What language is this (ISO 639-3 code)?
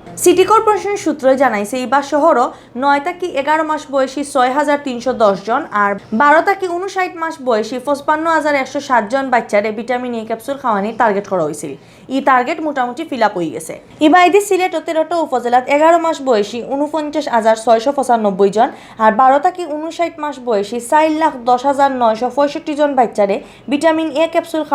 syl